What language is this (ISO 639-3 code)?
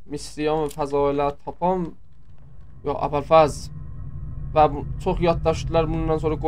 azb